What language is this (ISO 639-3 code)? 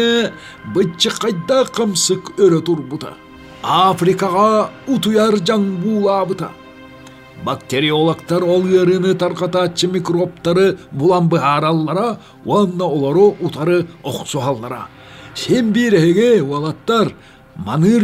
sah